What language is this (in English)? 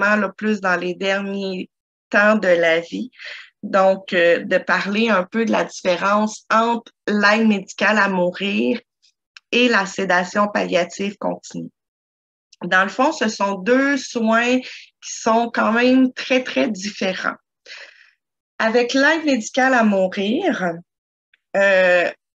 French